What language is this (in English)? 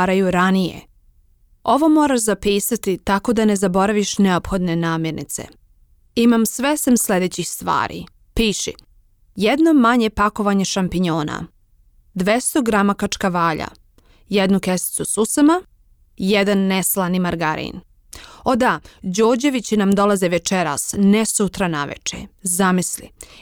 Serbian